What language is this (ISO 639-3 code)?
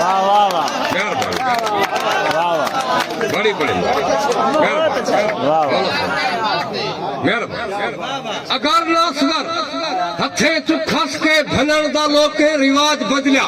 skr